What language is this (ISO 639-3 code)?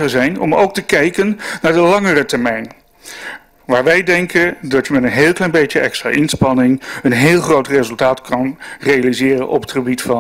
nld